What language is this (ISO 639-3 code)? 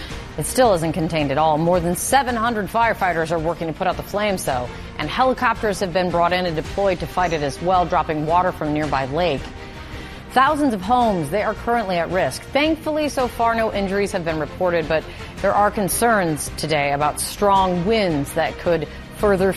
eng